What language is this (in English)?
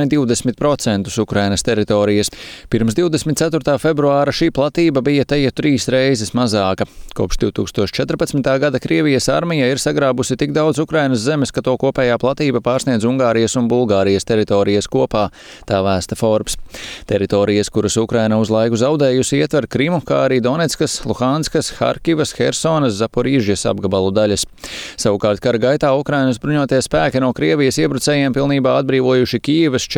Latvian